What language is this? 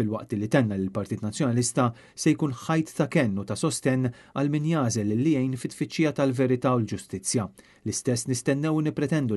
Maltese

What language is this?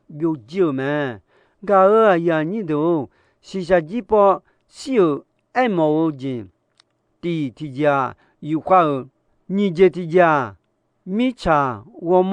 Akha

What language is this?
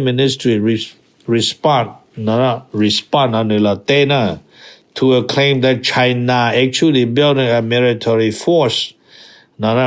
Hmong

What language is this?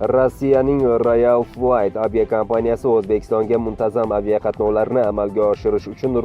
Uzbek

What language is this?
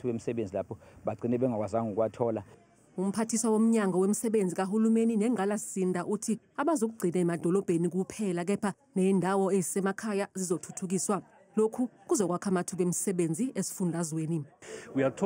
Zulu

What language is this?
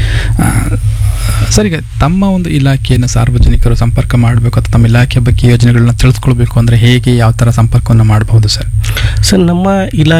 Kannada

